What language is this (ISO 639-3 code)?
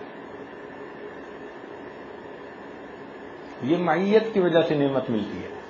urd